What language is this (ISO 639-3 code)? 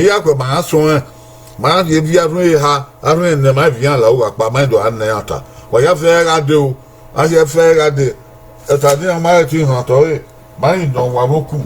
bin